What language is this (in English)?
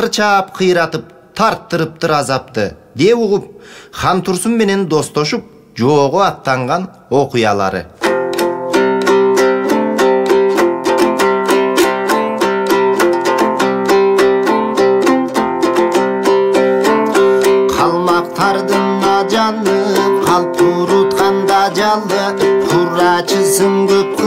Kyrgyz